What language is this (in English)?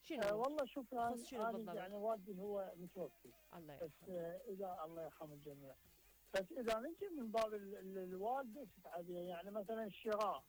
Mesopotamian Arabic